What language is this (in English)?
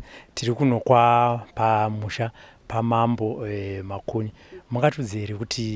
Shona